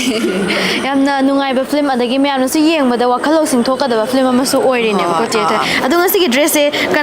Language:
Manipuri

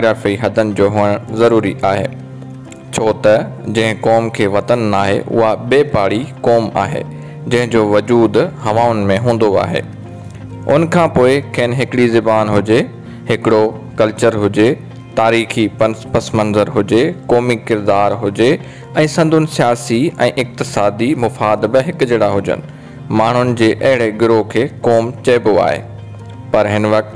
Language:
Sindhi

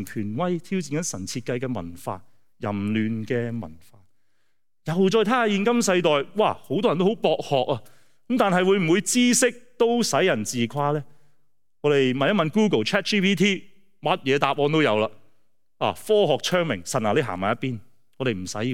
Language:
Cantonese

